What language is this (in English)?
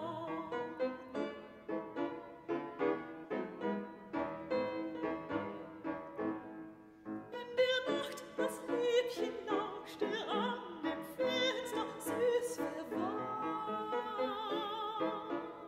German